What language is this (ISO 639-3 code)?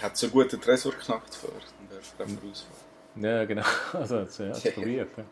gsw